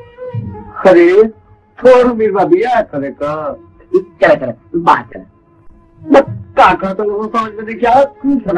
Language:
Bhojpuri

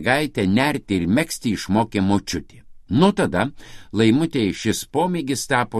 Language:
Lithuanian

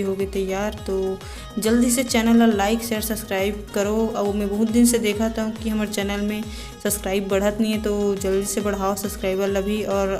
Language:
Chhattisgarhi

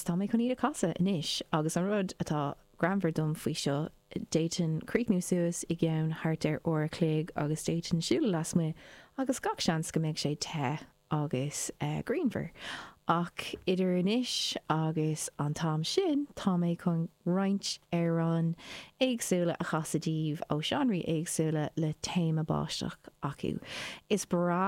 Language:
Irish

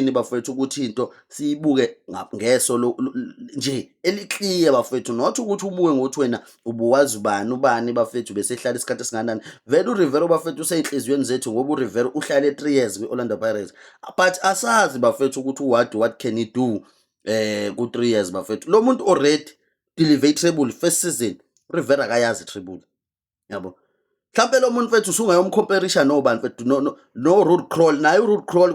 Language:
Zulu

